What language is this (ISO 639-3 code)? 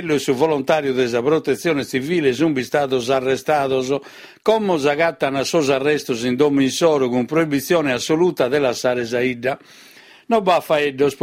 srd